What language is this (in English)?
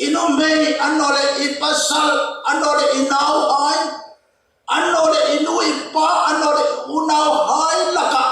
Hmar